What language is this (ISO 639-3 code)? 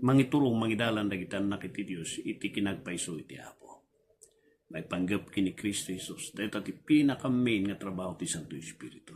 ilo